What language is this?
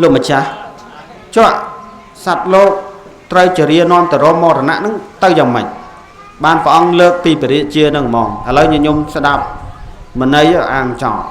Khmer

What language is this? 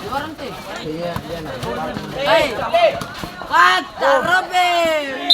Ambonese Malay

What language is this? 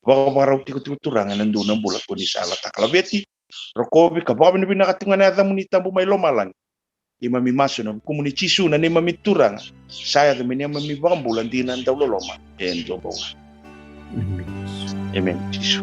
Fijian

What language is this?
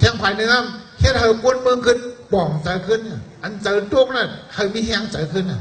Shan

